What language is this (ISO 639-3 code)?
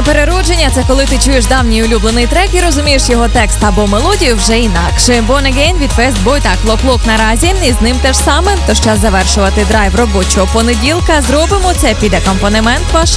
ukr